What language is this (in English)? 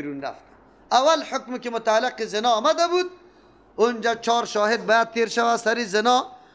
Persian